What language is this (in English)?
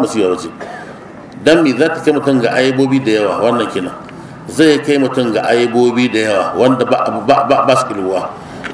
Hausa